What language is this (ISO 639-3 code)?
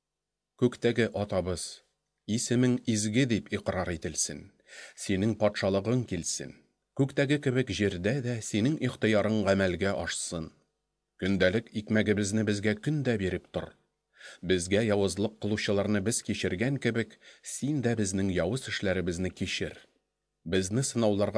tat